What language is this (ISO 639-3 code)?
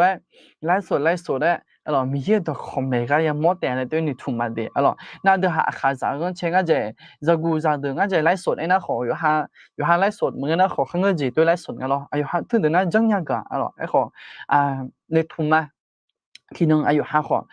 ahk